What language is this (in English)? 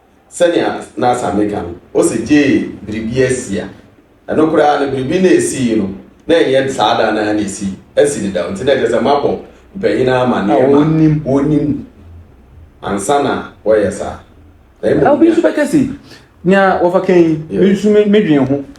Akan